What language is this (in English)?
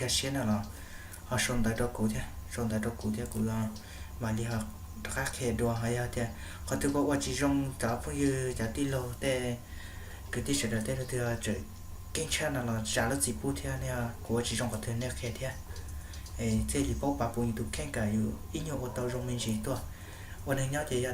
Hmong